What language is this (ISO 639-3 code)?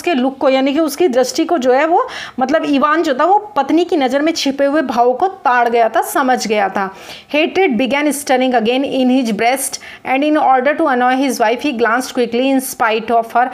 hin